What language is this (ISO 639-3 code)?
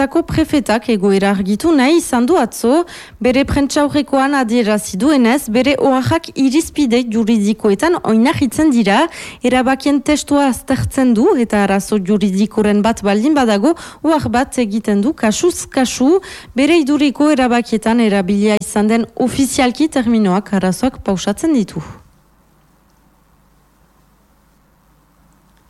eus